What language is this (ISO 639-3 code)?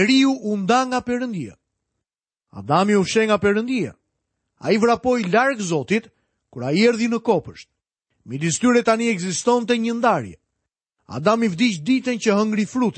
sqi